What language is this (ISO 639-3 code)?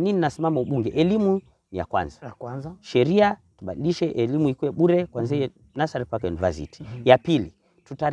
swa